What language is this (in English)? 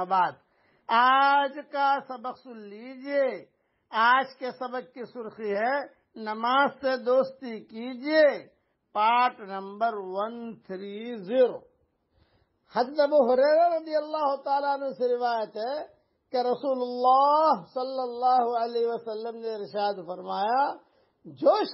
Urdu